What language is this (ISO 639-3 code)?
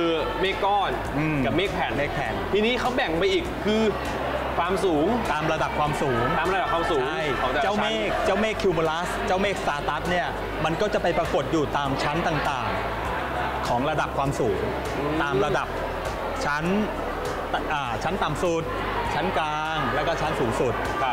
tha